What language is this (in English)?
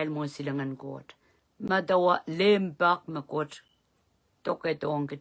Pohnpeian